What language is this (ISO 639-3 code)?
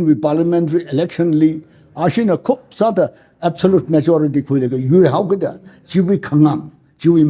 nmf